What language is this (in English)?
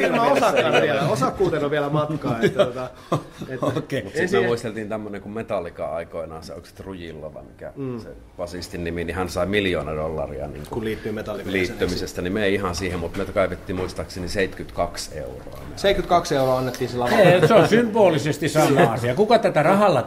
Finnish